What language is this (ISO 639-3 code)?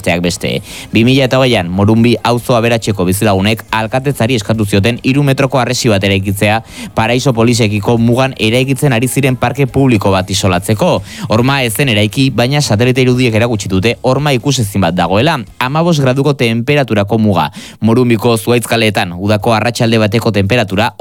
eus